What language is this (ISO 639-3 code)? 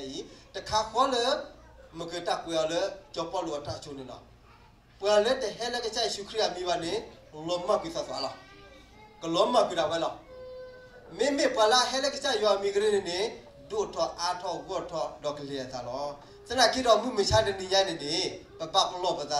ksw